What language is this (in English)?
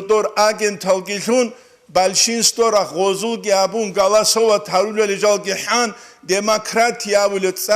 Avaric